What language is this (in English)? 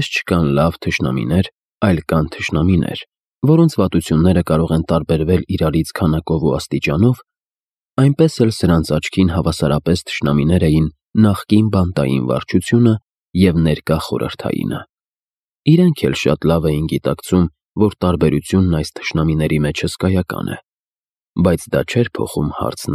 Armenian